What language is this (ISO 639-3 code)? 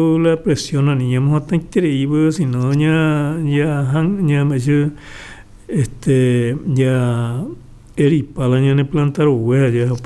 grn